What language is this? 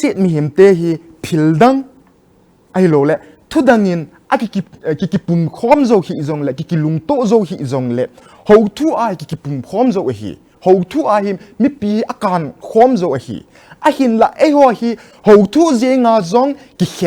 Thado Chin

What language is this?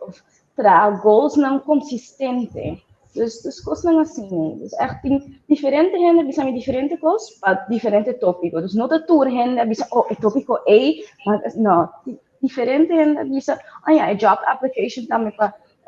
Papiamento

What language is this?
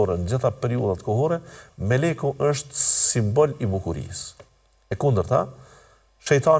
Albanian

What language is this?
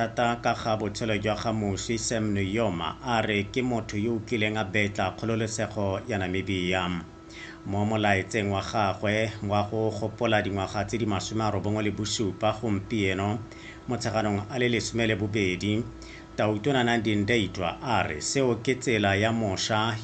Tswana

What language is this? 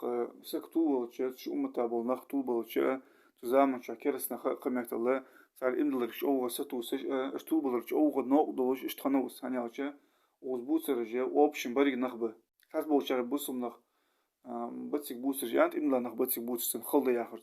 Ingush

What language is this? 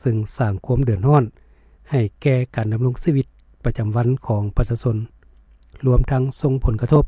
Lao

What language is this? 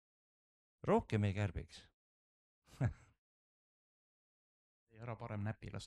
Estonian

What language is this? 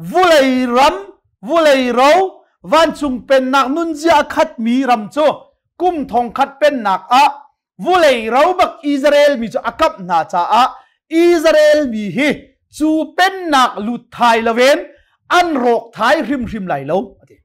Hakha Chin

